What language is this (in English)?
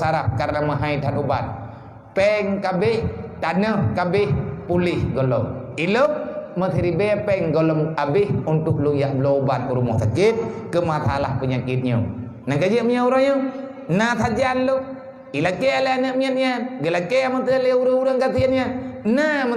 Achinese